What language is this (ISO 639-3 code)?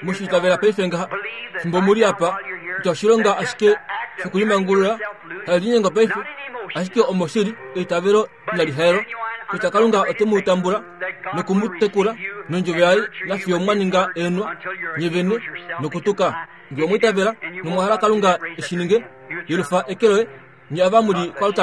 kua